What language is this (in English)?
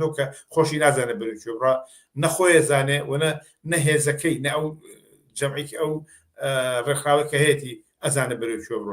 Central Kurdish